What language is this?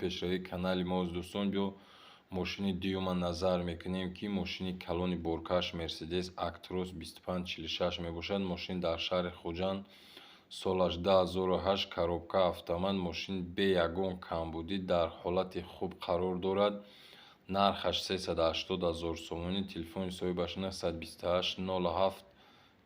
Tajik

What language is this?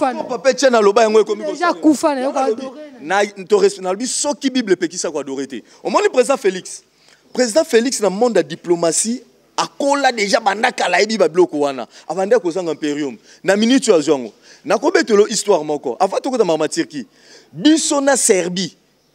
Lingala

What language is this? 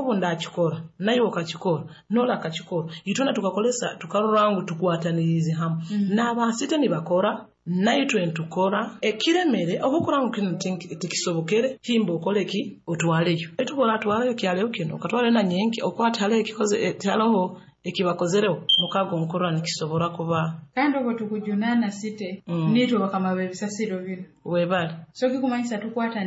Nyoro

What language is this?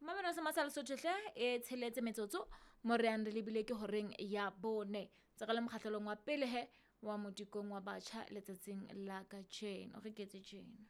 Southern Sotho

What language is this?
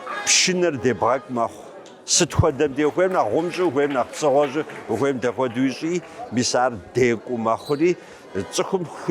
Kabardian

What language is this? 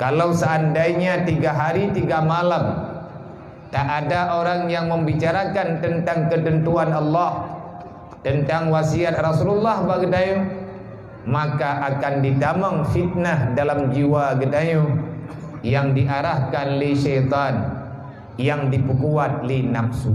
Achinese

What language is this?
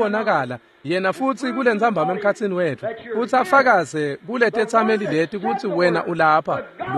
Swati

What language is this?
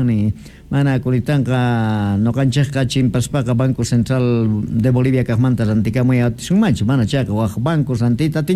Quechua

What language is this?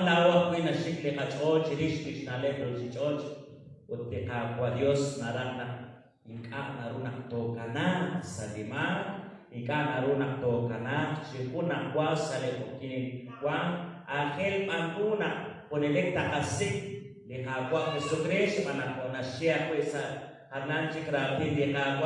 Kekchí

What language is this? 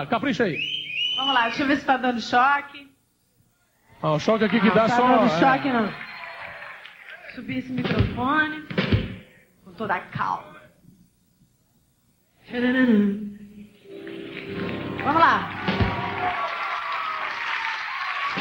Portuguese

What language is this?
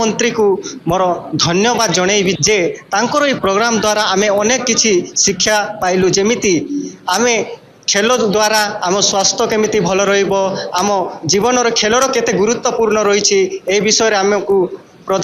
Odia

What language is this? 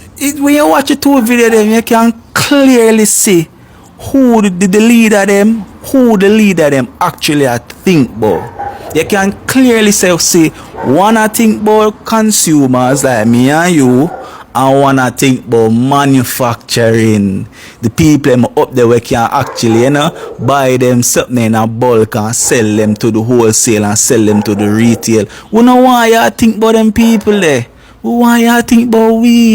Jamaican Creole English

